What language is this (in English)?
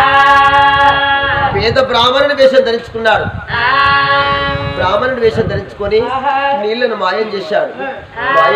Telugu